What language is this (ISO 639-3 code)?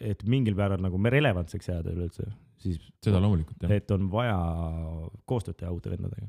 est